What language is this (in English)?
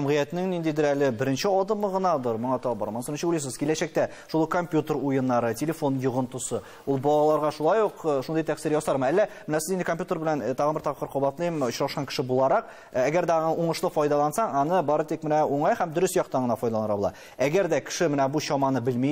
Tatar